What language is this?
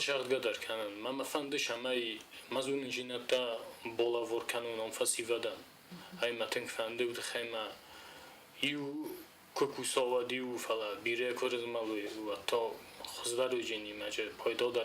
Ossetic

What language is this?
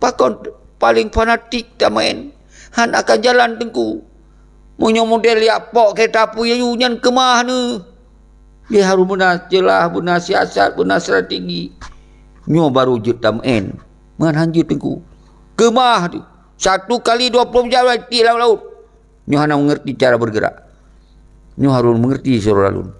Achinese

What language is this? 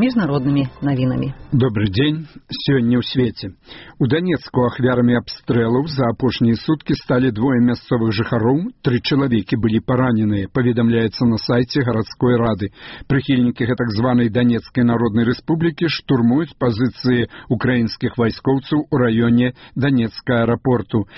Belarusian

